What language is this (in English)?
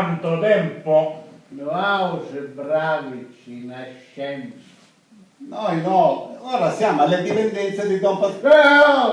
Sicilian